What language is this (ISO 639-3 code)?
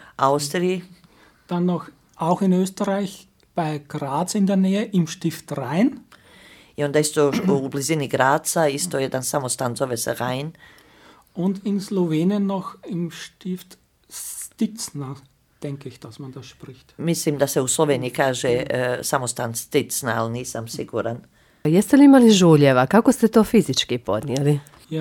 slv